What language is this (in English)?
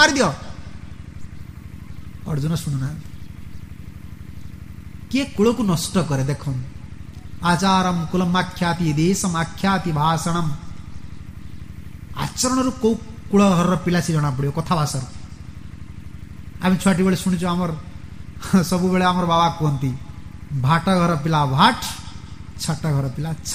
Odia